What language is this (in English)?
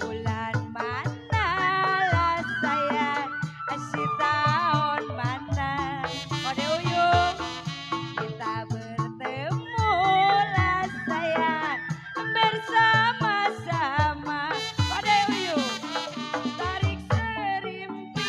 Betawi